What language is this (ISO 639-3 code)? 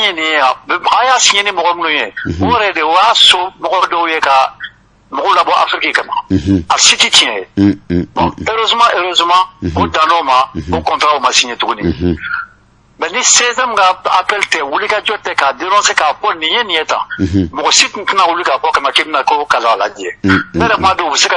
bam